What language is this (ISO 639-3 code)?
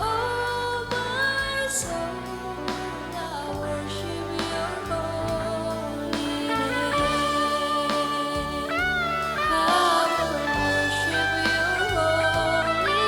sda